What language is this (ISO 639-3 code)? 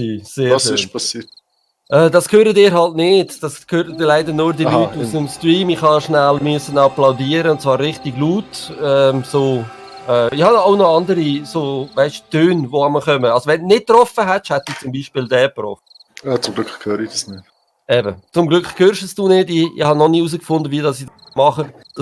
gsw